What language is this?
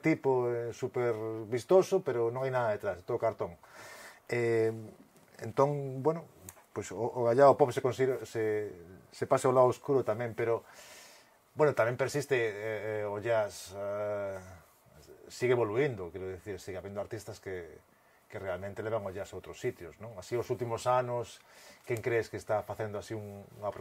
Galician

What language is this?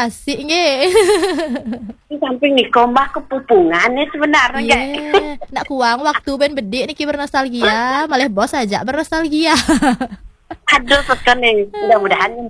Balinese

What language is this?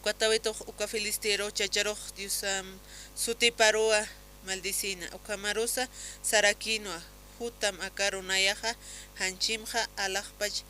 Aymara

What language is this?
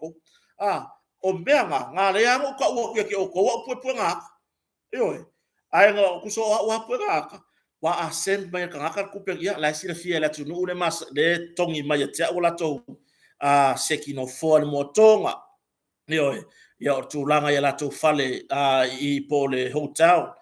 Samoan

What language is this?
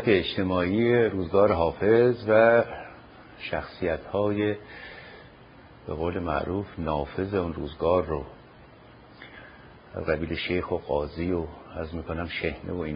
Persian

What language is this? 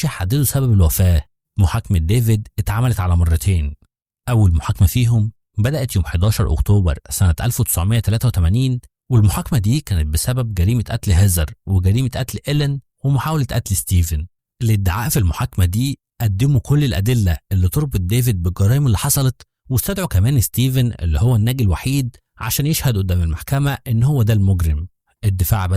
Egyptian Arabic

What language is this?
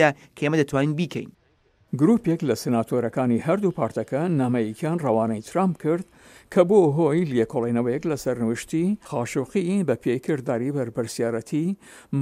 Central Kurdish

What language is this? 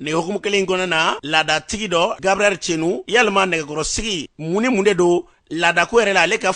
Bambara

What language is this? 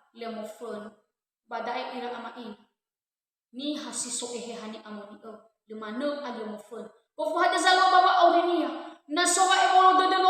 Nias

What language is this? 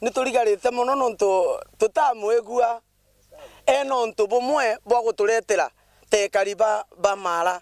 Meru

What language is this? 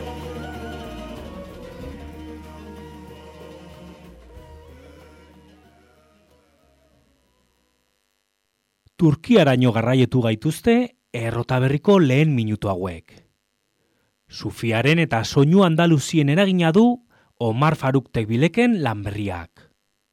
Basque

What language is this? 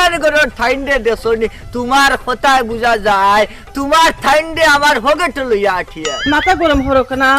Sylheti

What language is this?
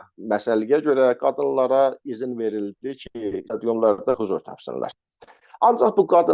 South Azerbaijani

